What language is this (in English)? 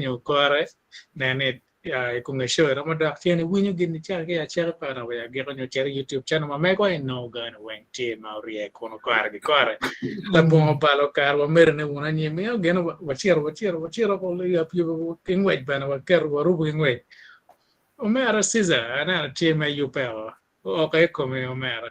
Acoli